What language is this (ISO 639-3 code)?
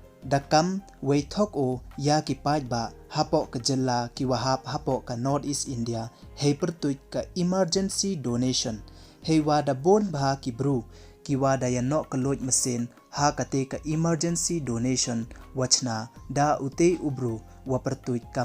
pbv